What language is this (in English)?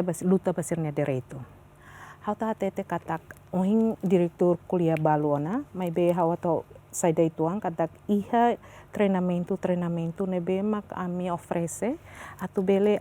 Tetum